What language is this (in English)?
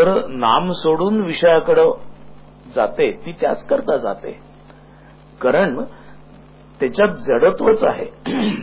Marathi